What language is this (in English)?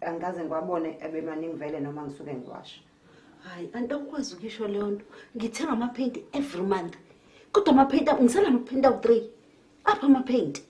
Zulu